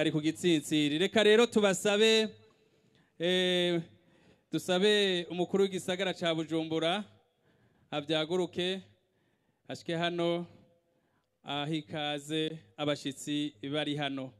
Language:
Rundi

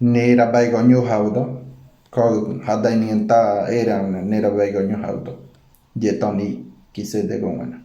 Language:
Ngäbere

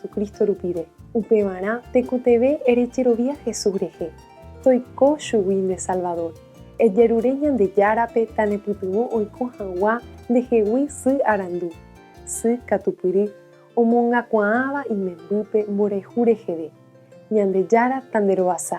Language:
Guarani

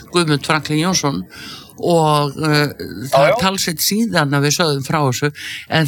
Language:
Icelandic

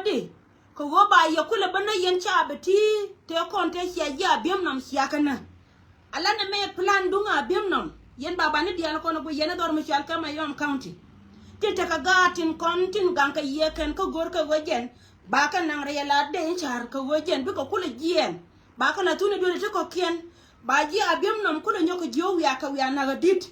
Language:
Nuer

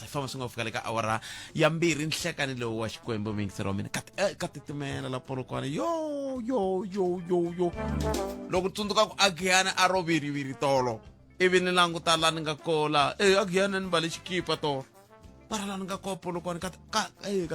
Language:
Tsonga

